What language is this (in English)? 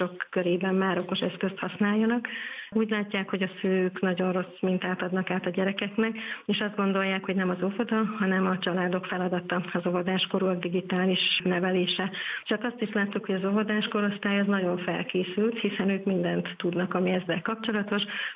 Hungarian